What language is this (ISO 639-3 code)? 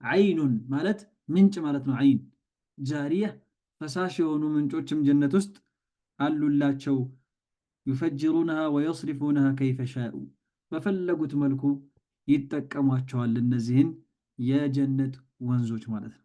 amh